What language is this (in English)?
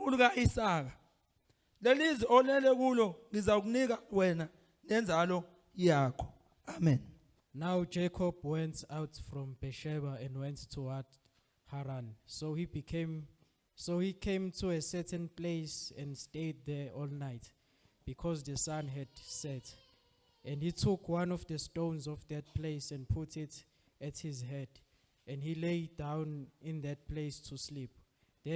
Zulu